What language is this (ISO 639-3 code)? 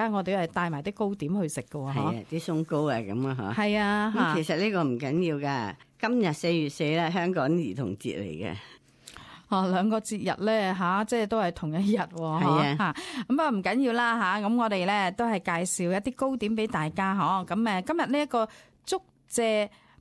yue